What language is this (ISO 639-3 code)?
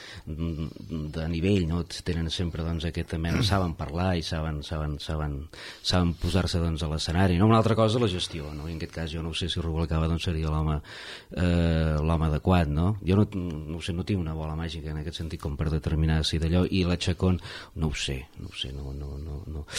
cat